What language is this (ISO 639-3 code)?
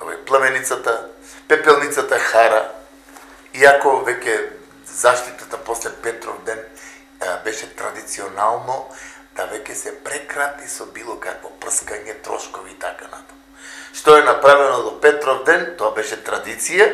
mkd